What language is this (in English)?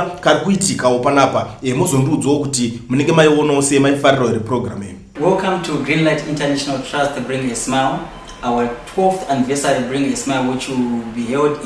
Shona